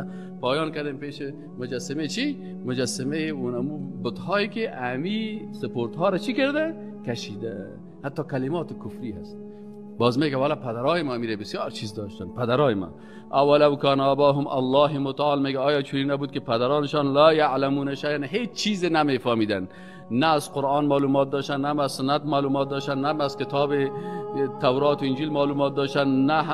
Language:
Persian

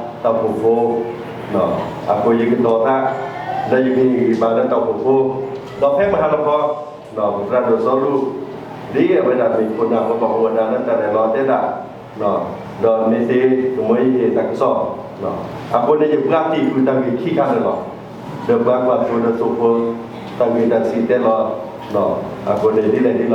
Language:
S'gaw Karen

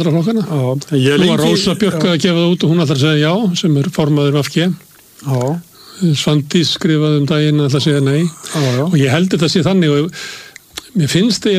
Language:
Icelandic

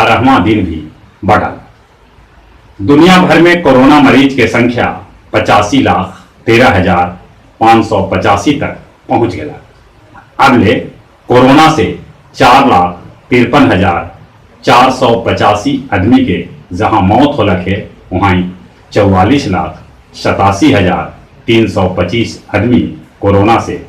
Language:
Magahi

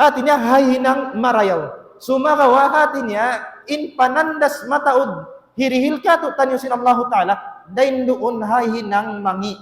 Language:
Tausug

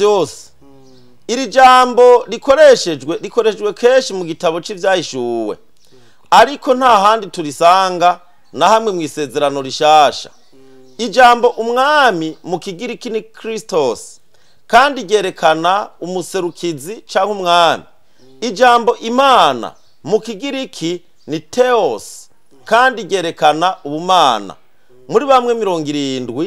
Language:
Rundi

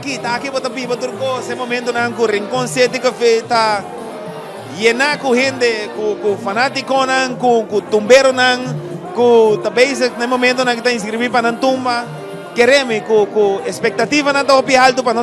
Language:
Papiamento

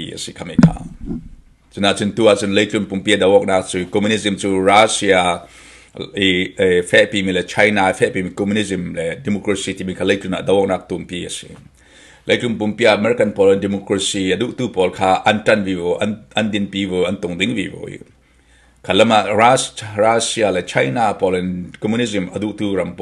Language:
Falam Chin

